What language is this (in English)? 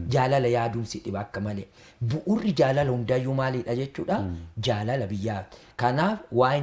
Oromo